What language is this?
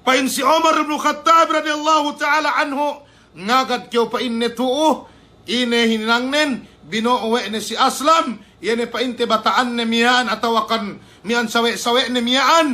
Yakan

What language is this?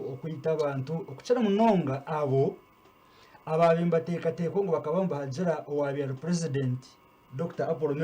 Nyankole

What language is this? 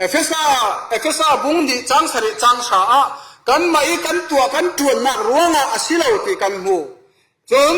Falam Chin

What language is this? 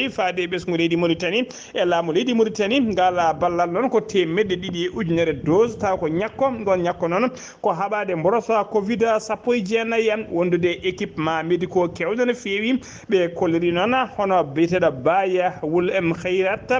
Fula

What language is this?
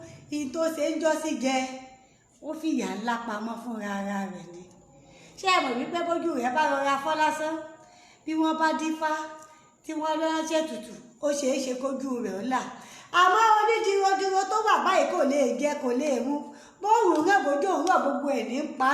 Yoruba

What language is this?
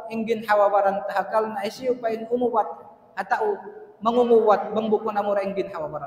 Tausug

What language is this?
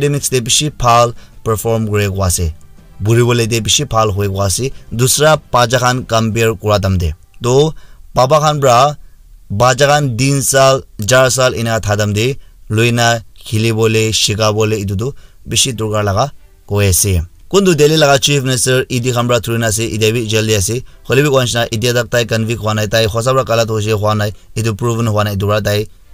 Naga Pidgin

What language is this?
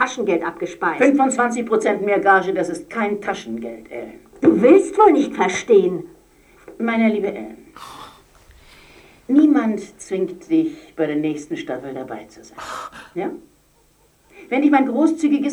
German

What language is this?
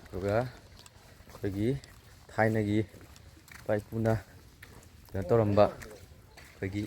Manipuri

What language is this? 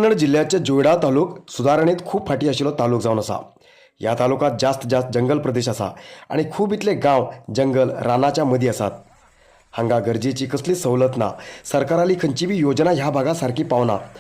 Konkani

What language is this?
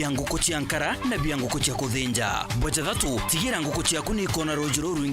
Meru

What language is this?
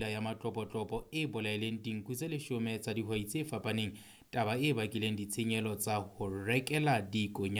Southern Sotho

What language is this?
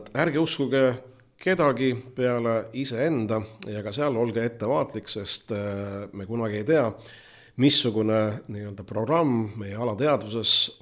Estonian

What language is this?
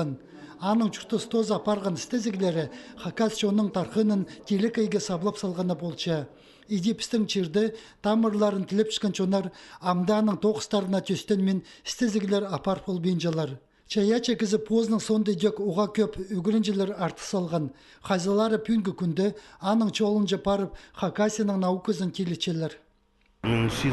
Khakas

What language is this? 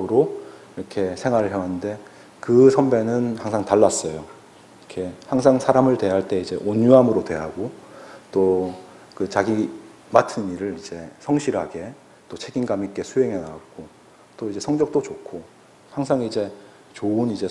Korean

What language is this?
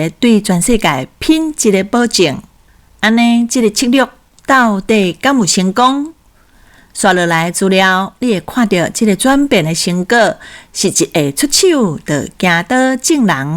Min Nan Chinese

